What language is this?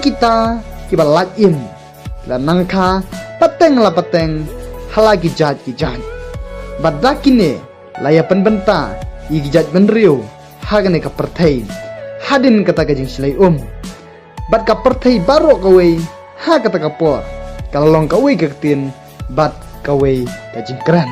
Khasi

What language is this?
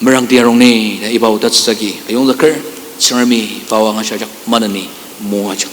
Ao Naga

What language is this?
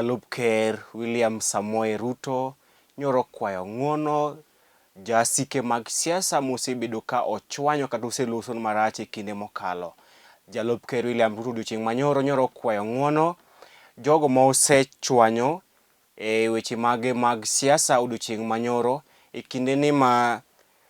Luo (Kenya and Tanzania)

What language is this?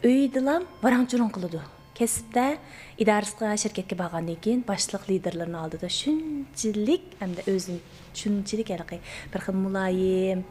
Uyghur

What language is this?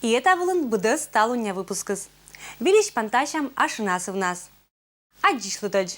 Komi-Permyak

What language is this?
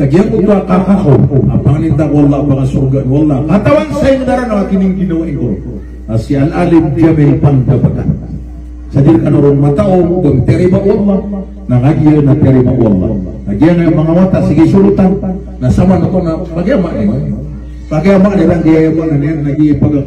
Maranao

